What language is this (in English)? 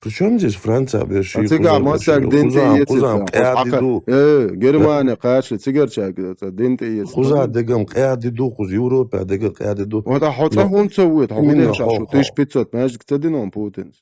Chechen